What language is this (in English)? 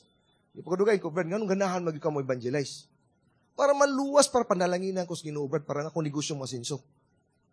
Cebuano